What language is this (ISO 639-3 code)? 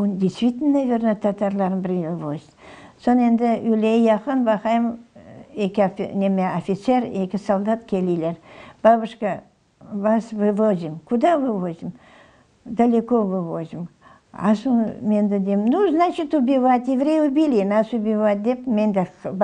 crh